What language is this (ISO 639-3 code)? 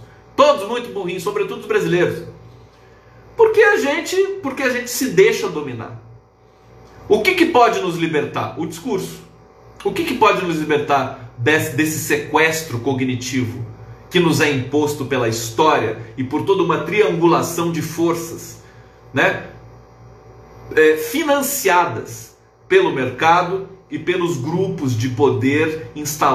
por